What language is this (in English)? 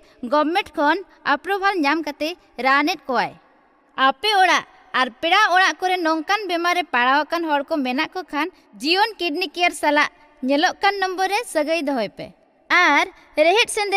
Santali